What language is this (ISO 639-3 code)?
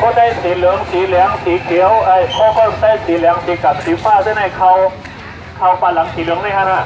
shn